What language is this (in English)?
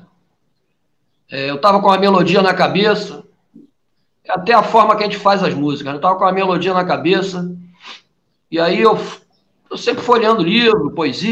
Portuguese